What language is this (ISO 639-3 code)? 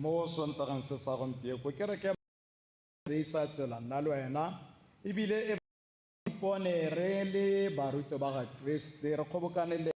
tsn